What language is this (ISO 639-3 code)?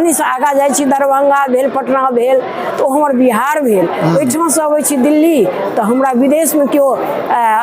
mai